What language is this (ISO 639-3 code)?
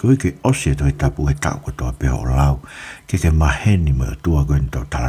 ton